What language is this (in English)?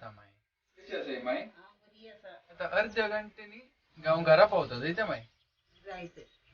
Konkani